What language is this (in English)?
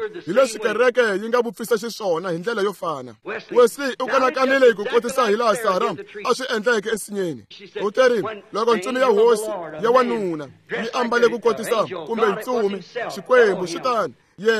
Tsonga